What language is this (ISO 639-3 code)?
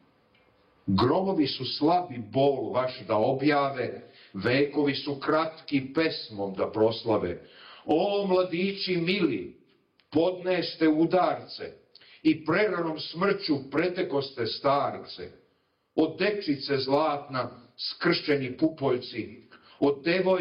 srp